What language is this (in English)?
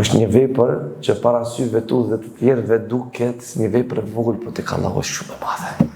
Albanian